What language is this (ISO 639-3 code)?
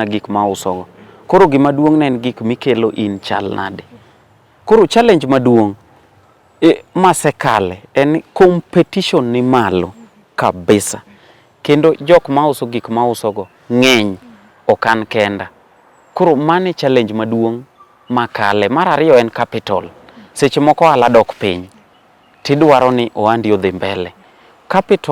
luo